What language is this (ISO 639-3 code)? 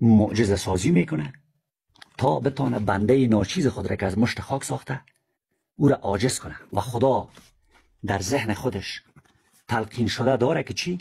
fas